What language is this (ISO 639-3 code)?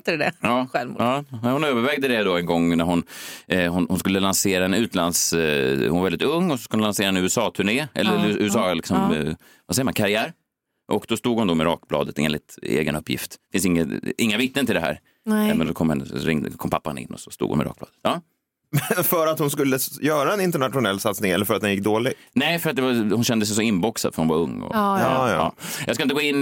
swe